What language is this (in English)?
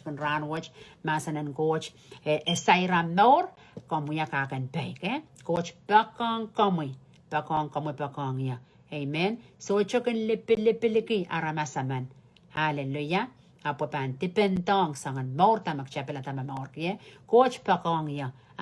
Pohnpeian